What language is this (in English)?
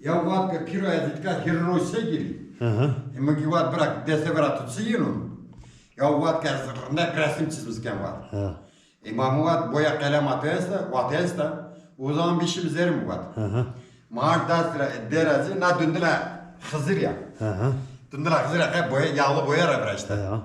Zaza